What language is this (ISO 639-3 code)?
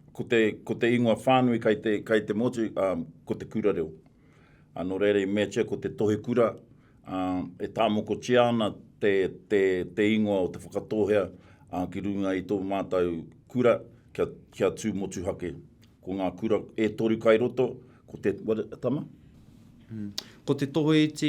mri